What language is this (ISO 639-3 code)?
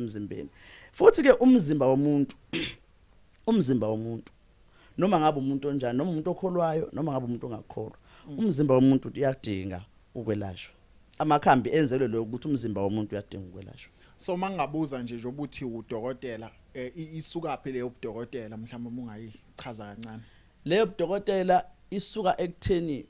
zul